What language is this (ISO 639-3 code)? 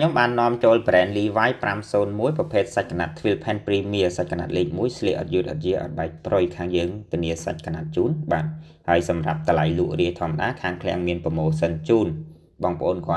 khm